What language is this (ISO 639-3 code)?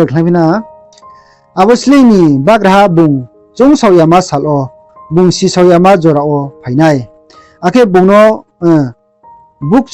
ria